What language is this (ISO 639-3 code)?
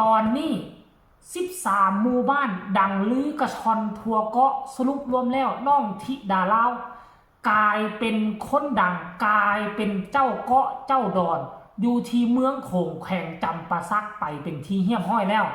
lao